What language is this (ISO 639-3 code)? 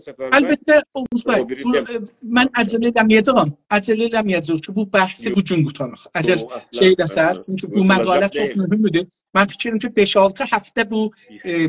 azb